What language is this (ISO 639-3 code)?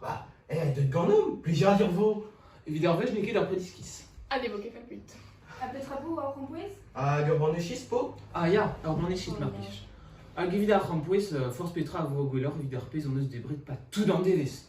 bre